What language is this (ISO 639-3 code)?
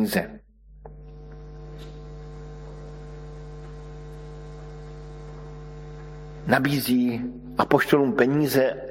ces